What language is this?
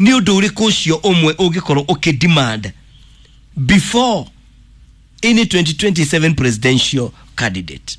Kikuyu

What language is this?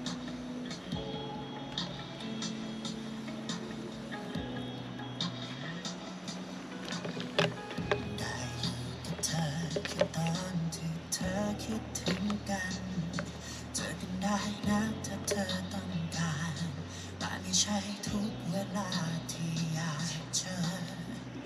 Thai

